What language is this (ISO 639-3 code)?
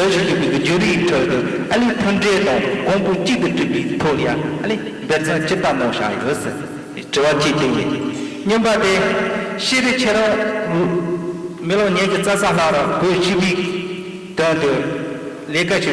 bod